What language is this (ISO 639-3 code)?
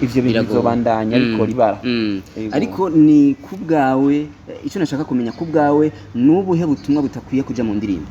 run